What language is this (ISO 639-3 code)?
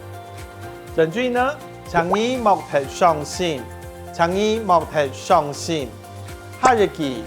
hak